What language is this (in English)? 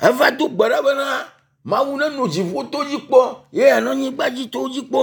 Ewe